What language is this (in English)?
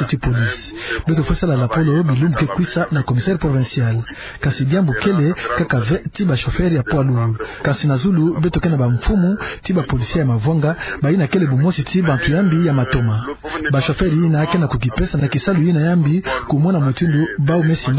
Kituba (Democratic Republic of Congo)